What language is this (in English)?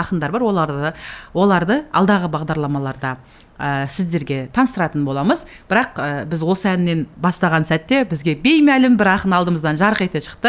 Kazakh